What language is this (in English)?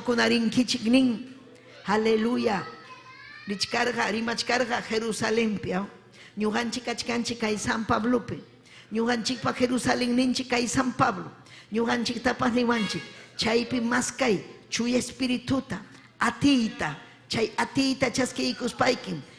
Ayacucho Quechua